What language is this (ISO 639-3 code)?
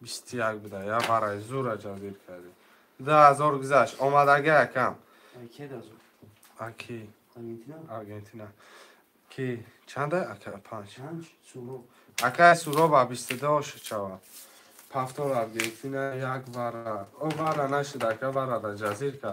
tgk